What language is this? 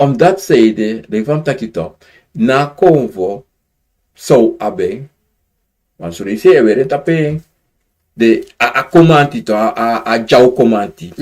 Sranan Tongo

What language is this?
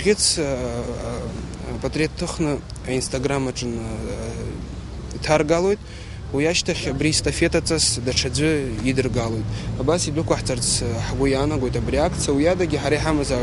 Abkhazian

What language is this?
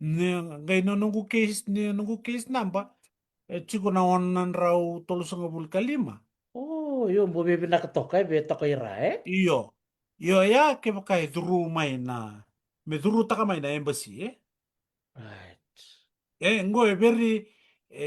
Fijian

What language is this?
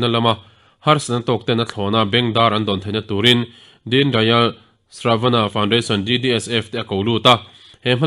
Mizo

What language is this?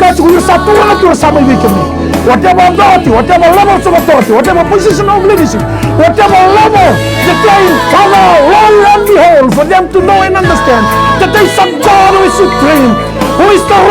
Fijian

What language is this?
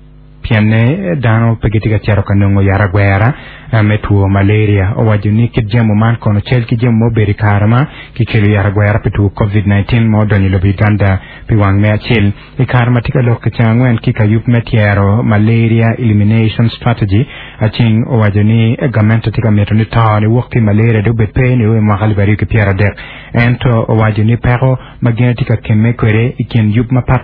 Acoli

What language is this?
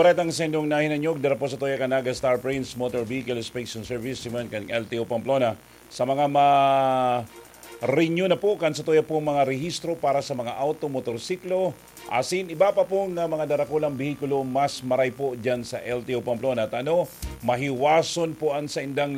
Bikol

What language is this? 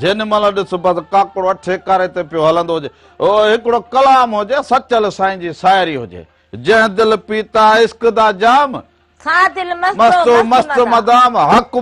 Sindhi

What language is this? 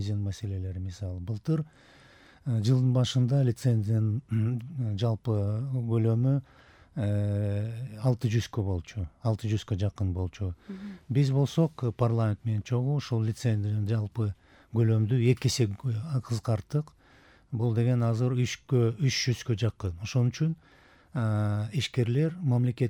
Kyrgyz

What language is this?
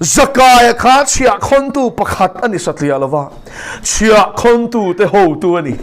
Mizo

